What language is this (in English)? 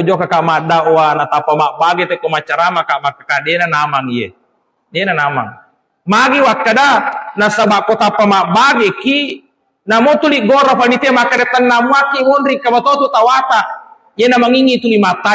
Buginese